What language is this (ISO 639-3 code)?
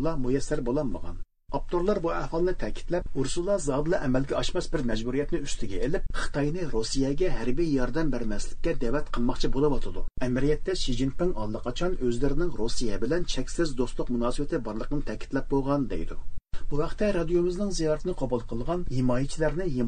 uig